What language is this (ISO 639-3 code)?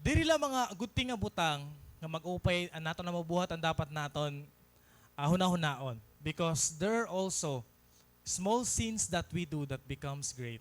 war